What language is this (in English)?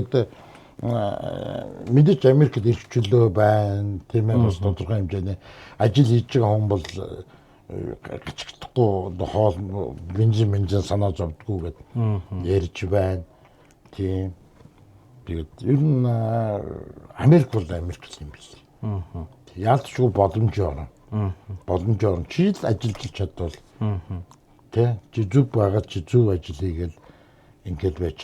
Mongolian